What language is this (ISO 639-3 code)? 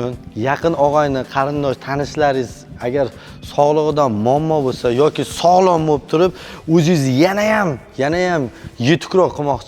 uzb